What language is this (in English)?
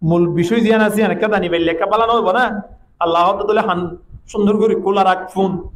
Rohingya